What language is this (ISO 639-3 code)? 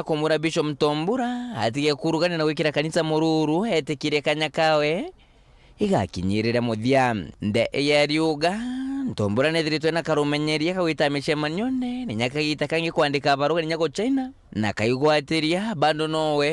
mer